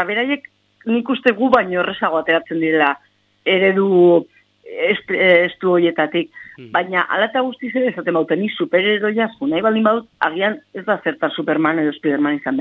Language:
Basque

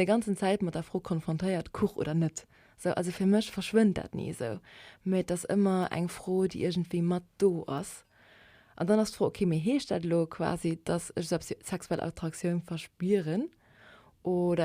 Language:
Luxembourgish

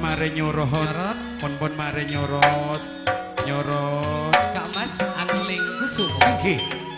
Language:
Madurese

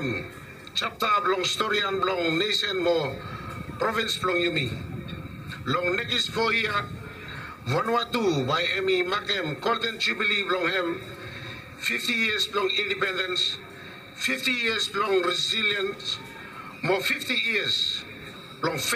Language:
Bislama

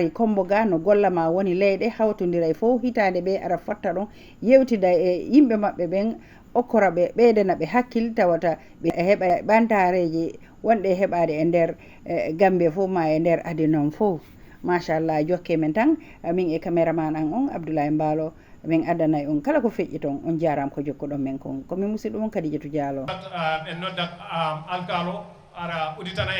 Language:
Fula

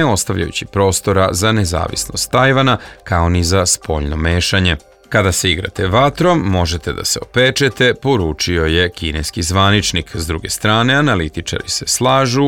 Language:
Serbian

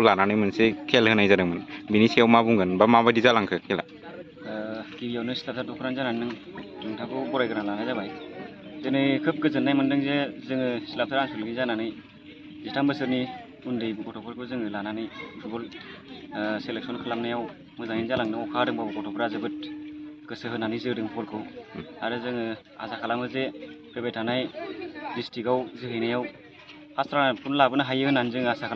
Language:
Bodo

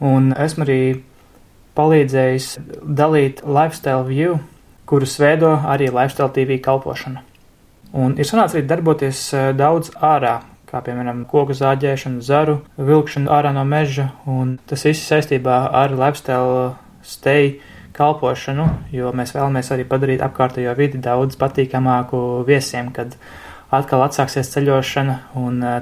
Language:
Latvian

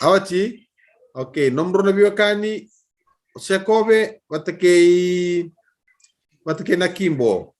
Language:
Fijian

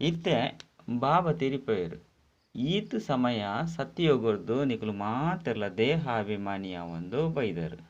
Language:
Tulu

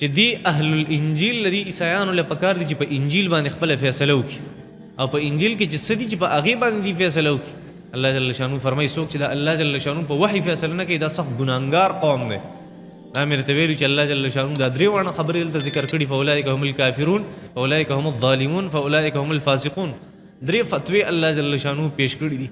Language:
Pashto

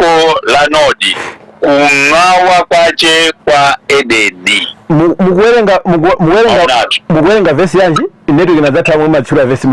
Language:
Nyanja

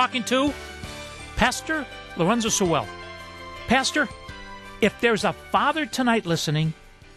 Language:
English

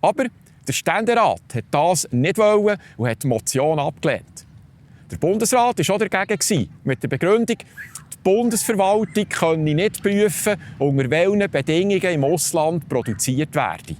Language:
Swiss German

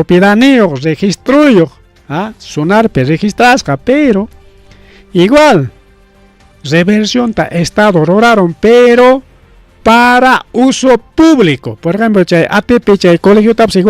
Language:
Ayacucho Quechua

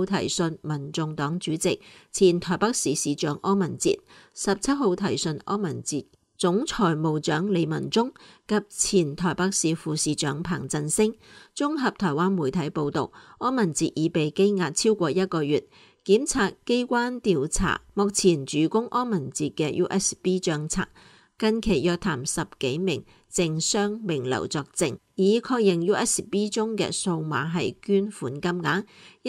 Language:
Cantonese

